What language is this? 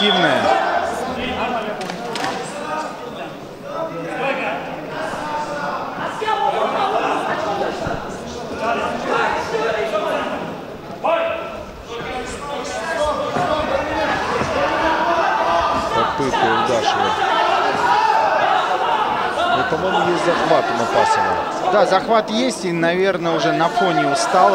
Russian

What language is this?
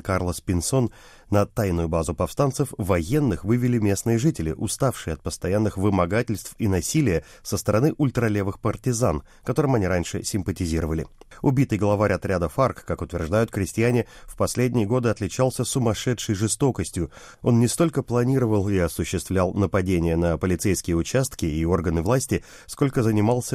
Russian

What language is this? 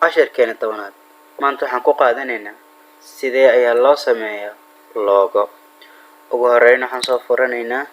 Somali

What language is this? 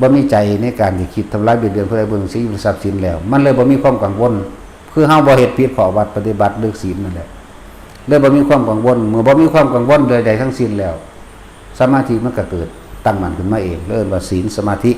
Northeastern Thai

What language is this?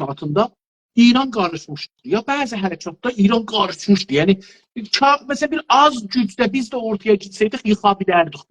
South Azerbaijani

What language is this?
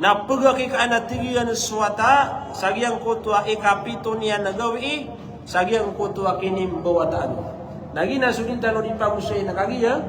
Maranao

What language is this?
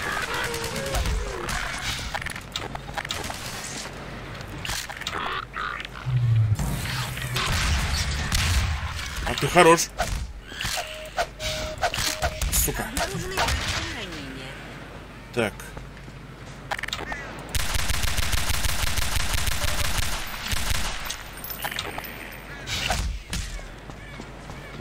Russian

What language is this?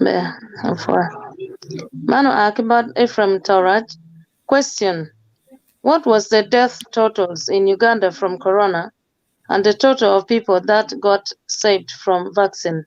Acoli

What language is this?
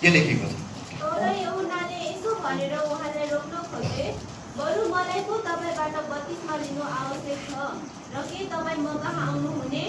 Nepali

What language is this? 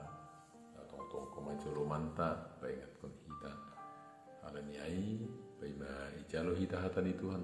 Batak Simalungun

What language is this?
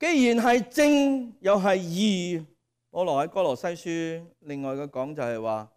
Cantonese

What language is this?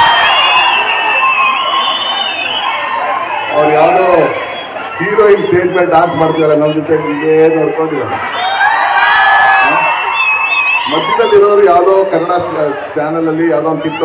Kannada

